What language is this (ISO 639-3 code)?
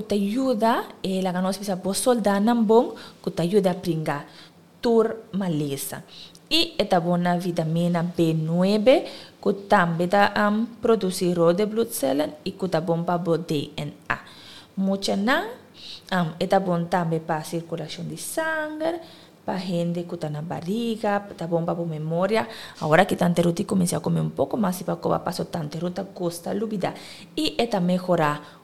pap